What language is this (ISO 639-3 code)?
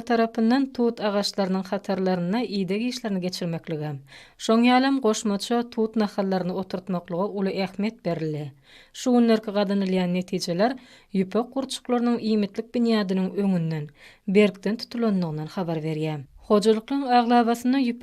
tuk